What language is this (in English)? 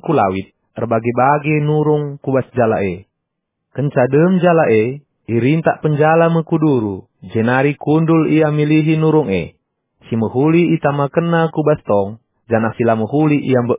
Batak Karo